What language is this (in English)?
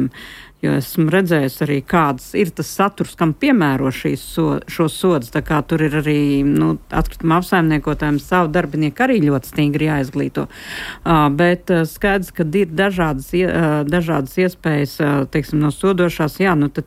Latvian